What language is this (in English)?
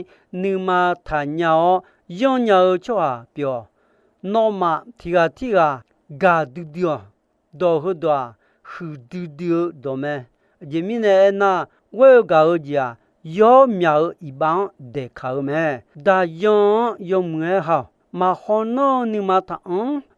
Akha